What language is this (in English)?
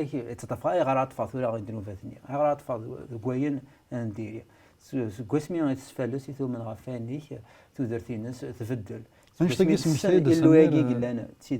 Kabyle